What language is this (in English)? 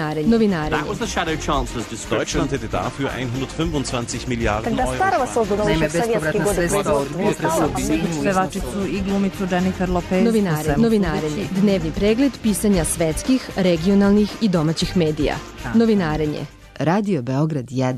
Bosnian